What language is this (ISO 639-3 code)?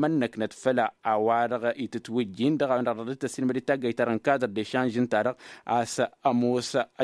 taq